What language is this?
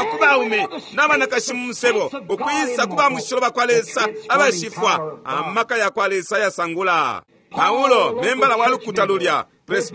Bemba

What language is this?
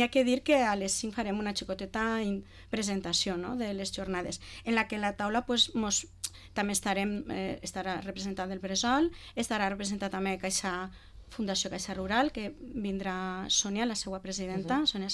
Catalan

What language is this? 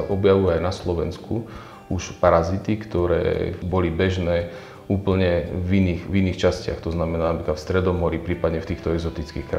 Slovak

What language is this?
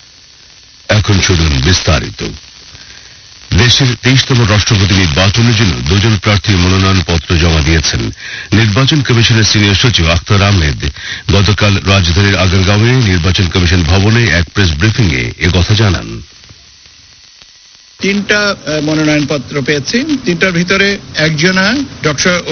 Bangla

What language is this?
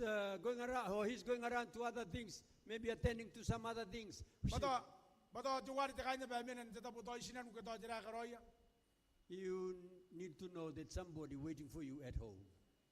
Gilbertese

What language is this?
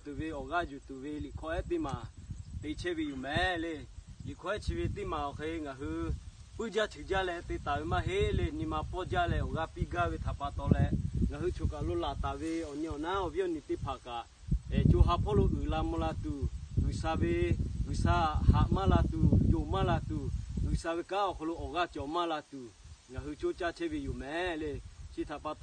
Lahu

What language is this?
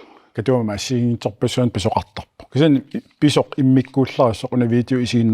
Kalaallisut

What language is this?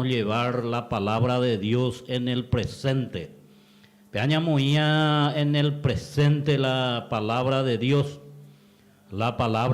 Guarani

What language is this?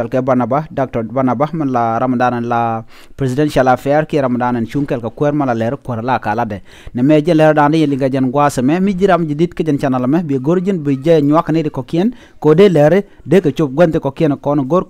Nuer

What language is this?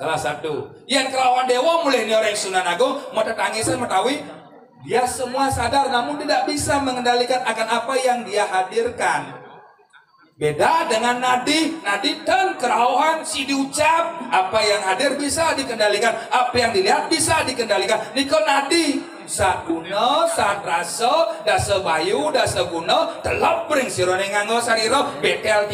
Balinese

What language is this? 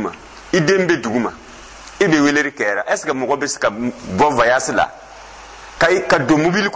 Dyula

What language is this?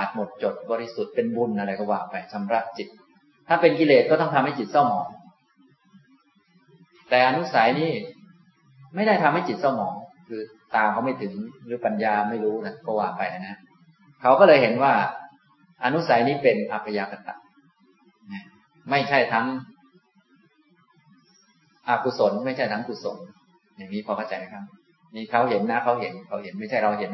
Thai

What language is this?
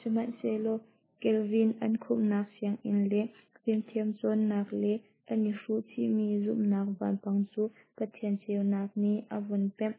Hakha Chin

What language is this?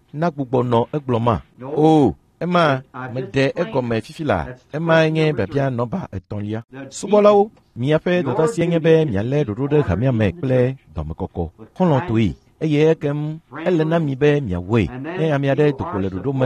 Ewe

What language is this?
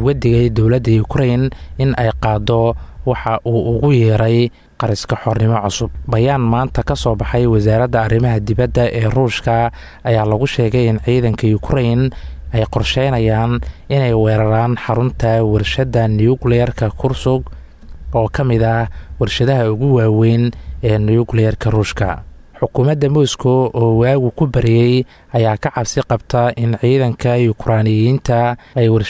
Somali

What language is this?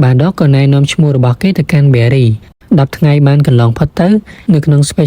Khmer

